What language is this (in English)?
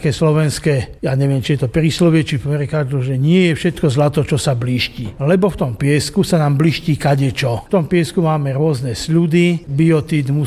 Slovak